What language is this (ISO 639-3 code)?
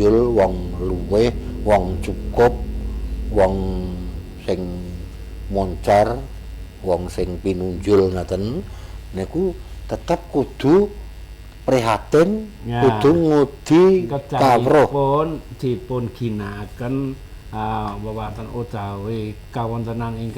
jav